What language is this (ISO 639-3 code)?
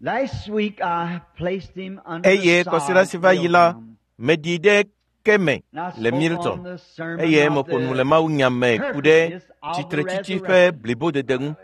ewe